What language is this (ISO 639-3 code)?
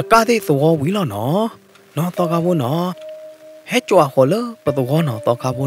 ksw